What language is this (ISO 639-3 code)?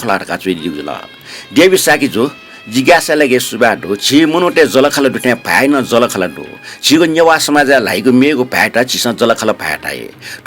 new